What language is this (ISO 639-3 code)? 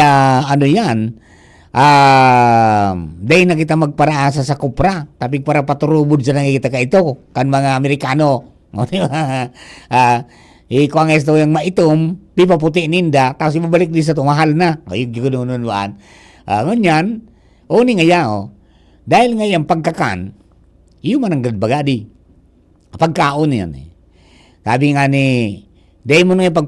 bik